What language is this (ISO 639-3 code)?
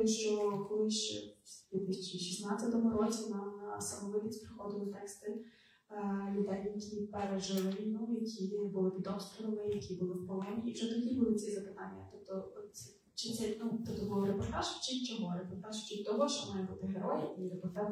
ukr